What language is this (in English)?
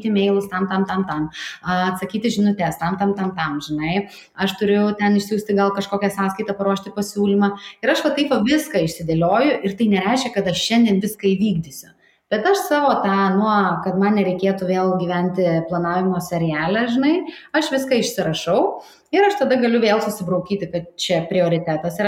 Lithuanian